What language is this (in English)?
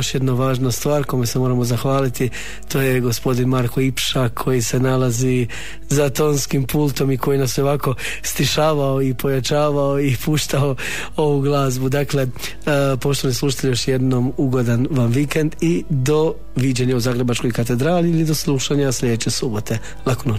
Croatian